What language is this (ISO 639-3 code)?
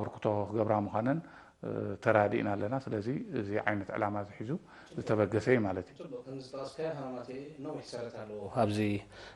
tir